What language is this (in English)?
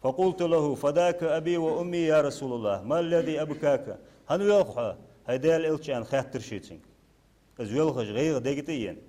Ingush